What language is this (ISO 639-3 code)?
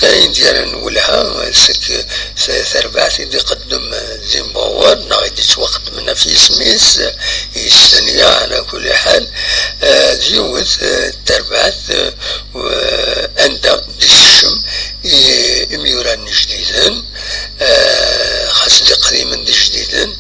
kab